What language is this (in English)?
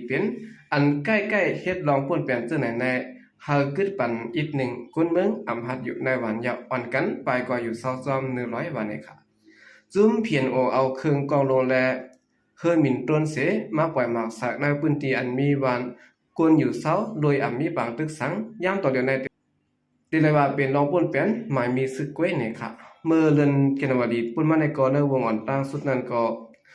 Shan